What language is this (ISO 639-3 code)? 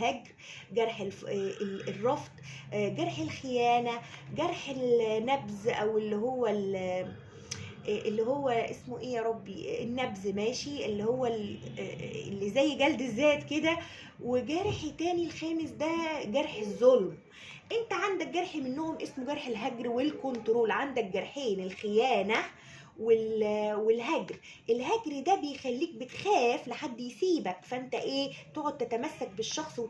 arz